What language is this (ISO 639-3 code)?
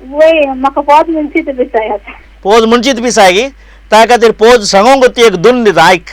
kok